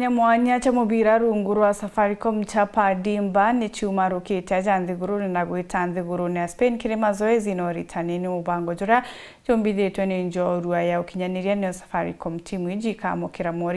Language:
Meru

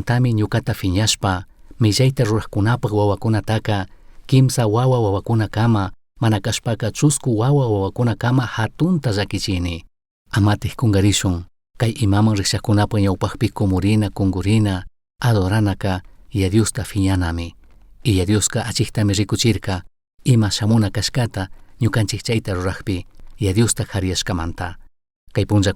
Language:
Chimborazo Highland Quichua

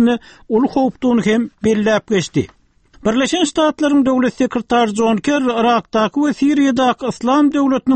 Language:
Turkmen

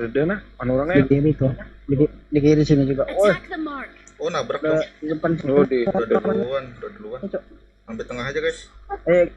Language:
Banjar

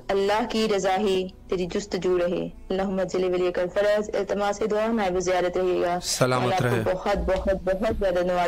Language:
Urdu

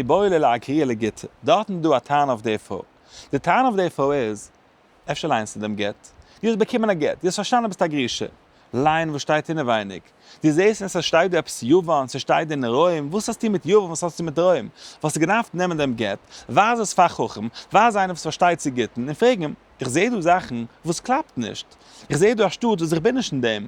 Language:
Yiddish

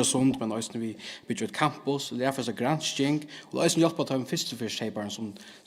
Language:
Faroese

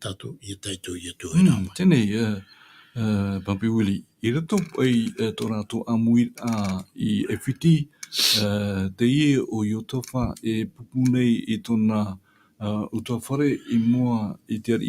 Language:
Tahitian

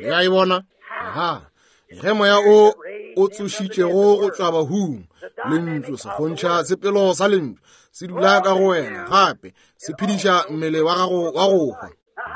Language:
Northern Sotho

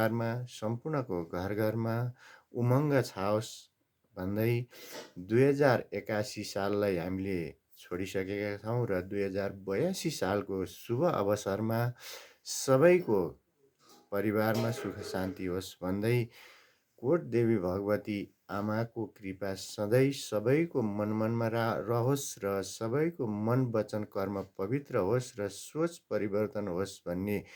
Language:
Nepali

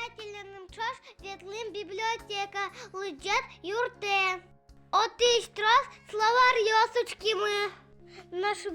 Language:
Udmurt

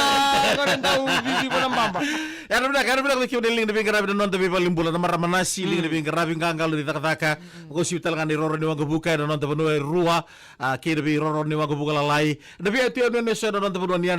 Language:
Fijian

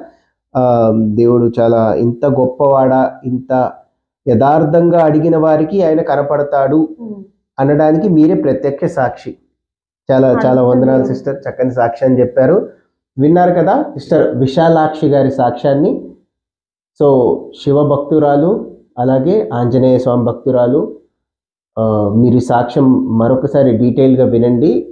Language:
Telugu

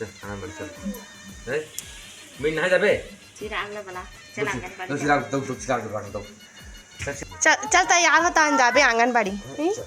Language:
Chhattisgarhi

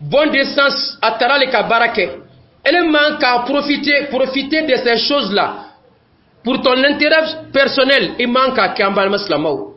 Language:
Dyula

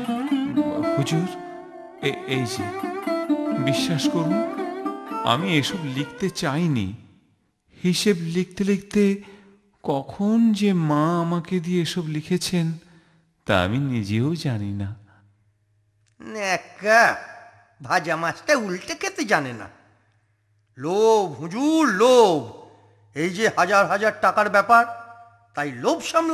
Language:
Bangla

